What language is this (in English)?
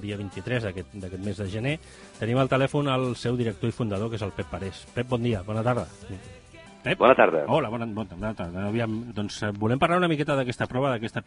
Catalan